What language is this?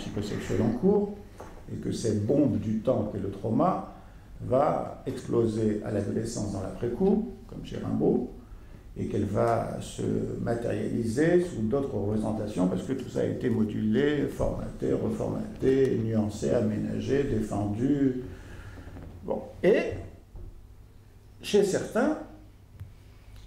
French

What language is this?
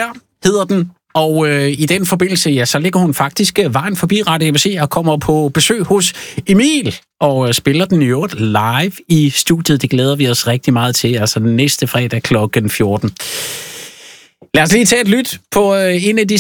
Danish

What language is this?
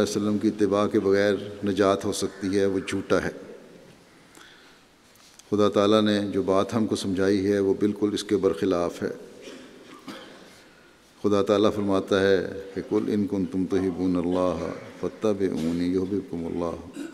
Urdu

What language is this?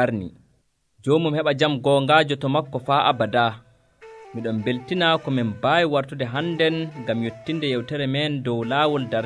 Nigerian Fulfulde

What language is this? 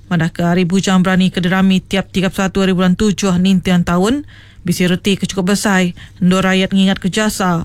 Iban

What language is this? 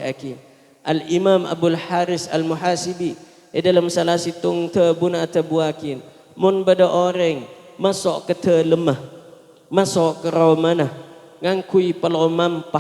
Madurese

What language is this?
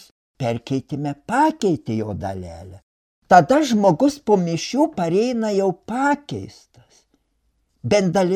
Lithuanian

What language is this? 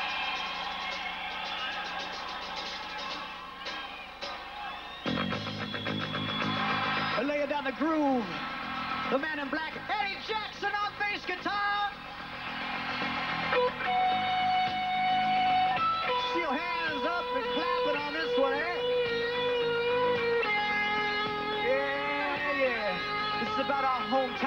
English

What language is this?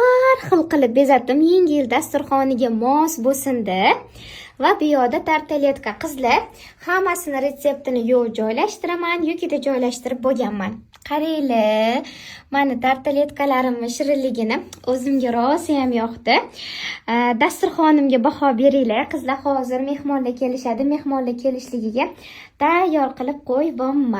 Uzbek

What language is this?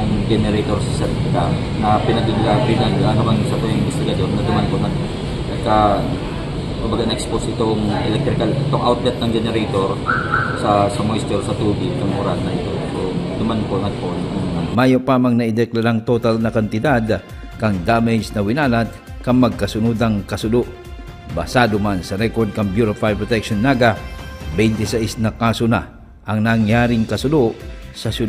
Bikol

